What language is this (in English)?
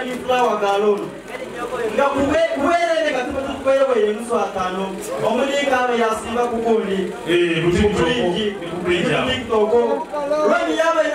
Soga